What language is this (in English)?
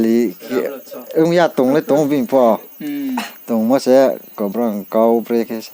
Riang (India)